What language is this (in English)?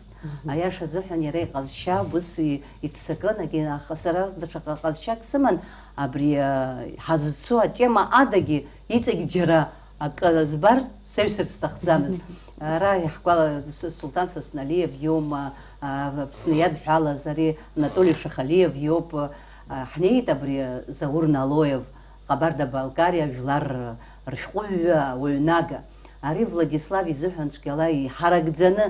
Abkhazian